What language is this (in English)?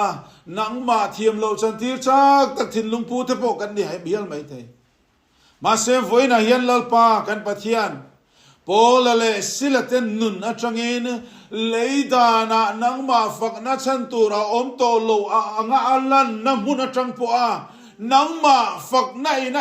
Mizo